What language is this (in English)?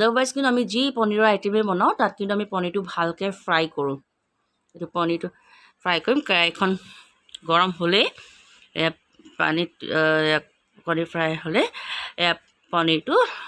Assamese